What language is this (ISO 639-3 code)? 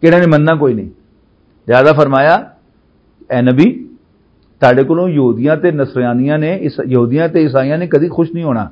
lah